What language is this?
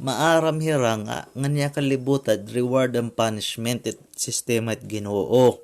Waray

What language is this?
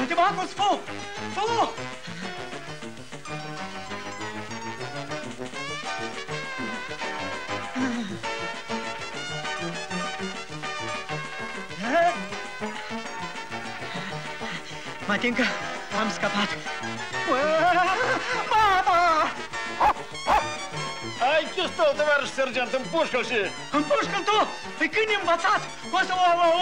Romanian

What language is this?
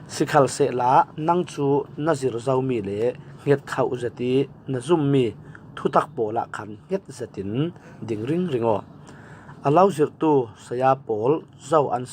Falam Chin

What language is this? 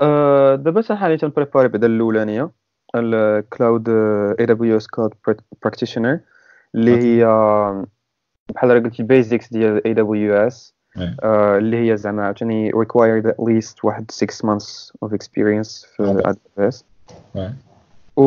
Moroccan Arabic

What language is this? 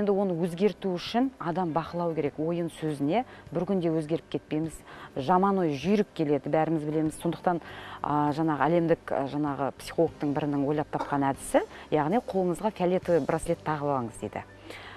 Kazakh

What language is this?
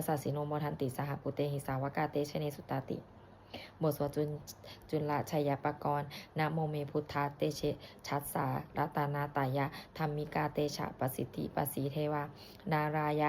Pali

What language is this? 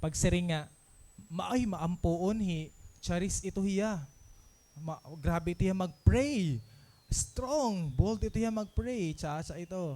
Waray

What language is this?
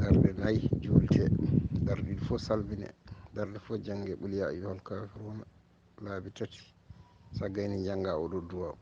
Fula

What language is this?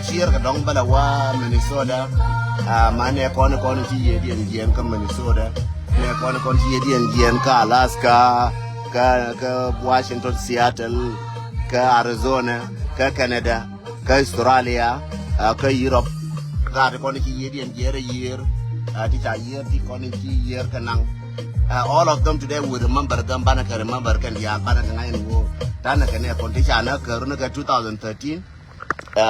Nuer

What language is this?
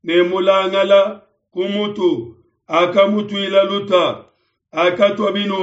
Luba-Lulua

